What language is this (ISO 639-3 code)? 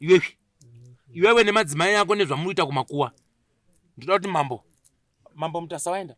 sna